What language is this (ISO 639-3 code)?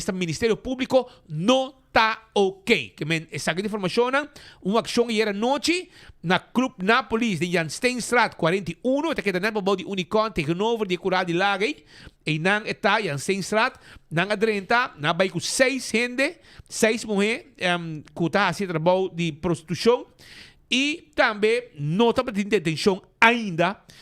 pap